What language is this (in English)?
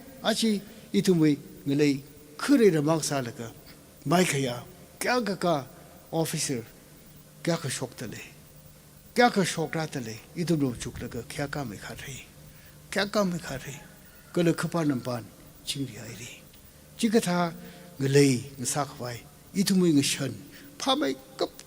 Tangkhul Naga (India)